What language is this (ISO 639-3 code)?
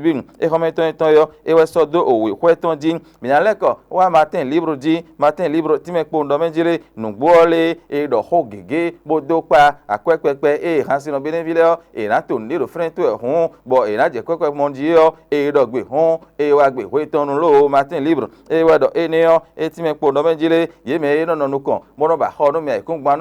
fon